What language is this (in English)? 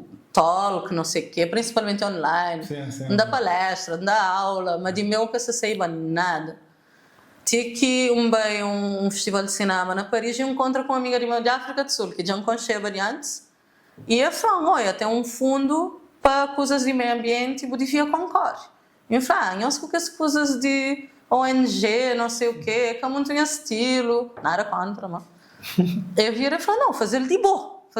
Kabuverdianu